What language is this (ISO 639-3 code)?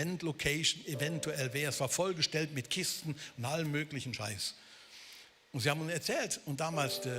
gsw